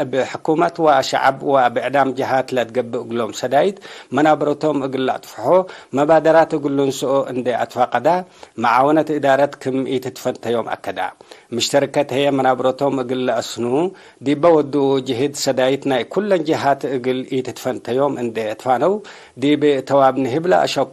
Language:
Tigre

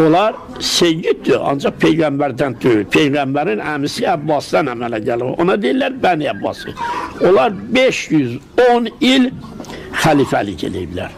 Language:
Azerbaijani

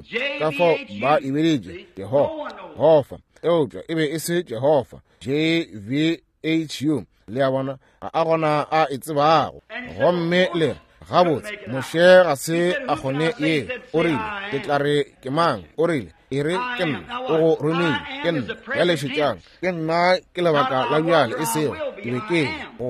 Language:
Northern Sotho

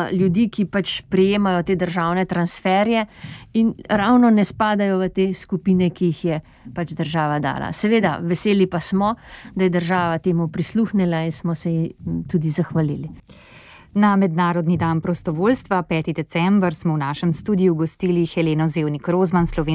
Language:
Slovenian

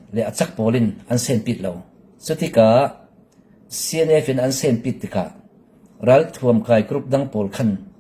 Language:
Falam Chin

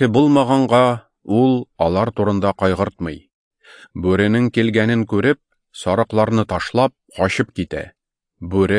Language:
Tatar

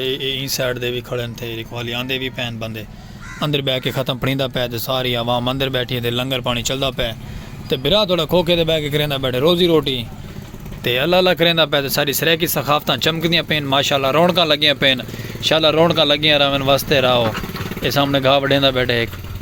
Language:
Saraiki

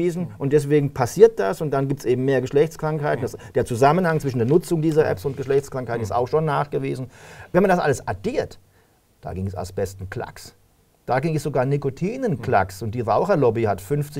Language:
German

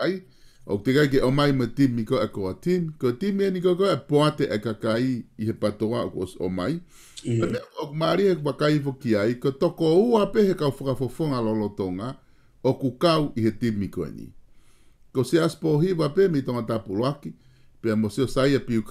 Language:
Tongan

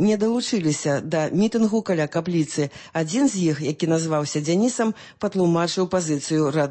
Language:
Belarusian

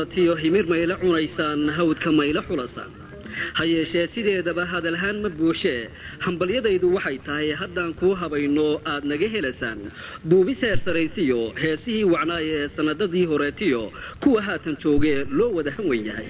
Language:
Somali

